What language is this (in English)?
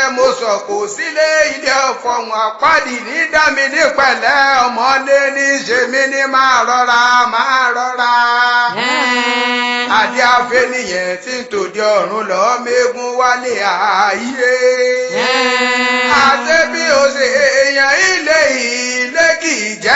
Yoruba